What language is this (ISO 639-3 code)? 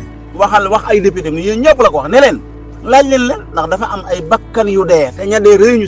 wol